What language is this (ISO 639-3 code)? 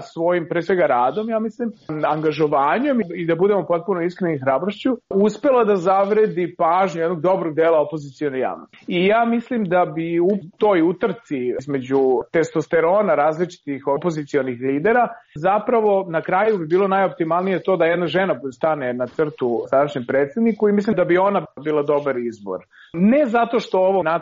srp